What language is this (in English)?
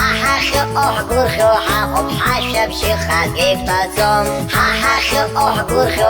Abkhazian